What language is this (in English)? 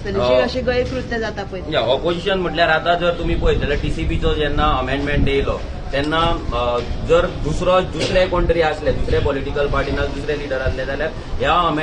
Konkani